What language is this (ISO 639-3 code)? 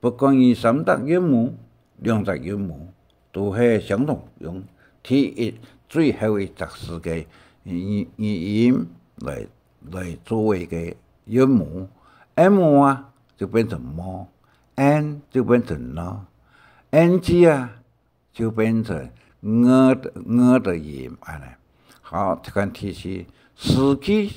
hak